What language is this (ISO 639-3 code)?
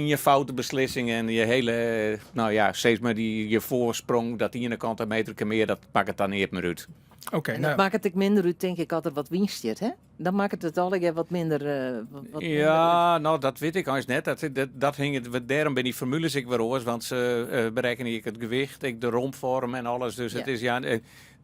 fry